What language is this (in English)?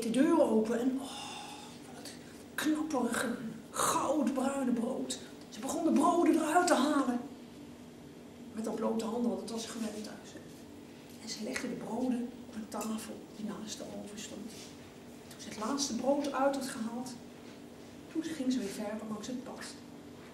Dutch